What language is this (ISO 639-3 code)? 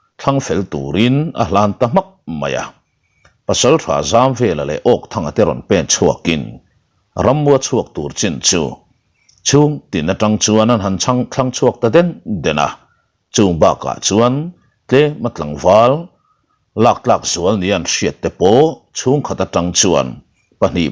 lus